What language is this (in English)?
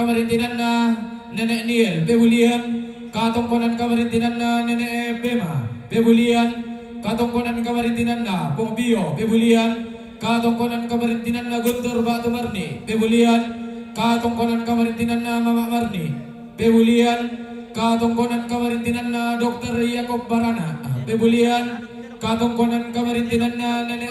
Toraja-Sa'dan